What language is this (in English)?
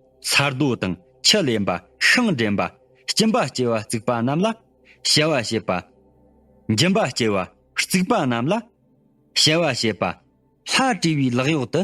Tibetan